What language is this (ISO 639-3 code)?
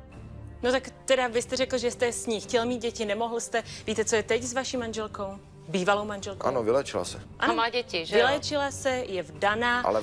ces